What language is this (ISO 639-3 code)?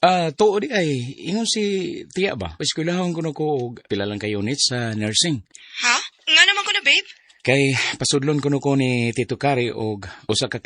ceb